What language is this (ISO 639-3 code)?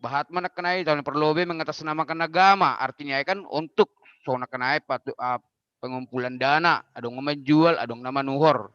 bts